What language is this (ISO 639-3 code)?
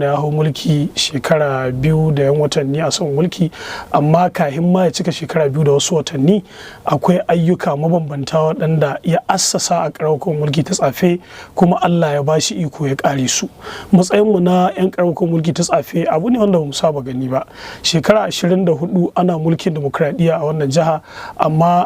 hau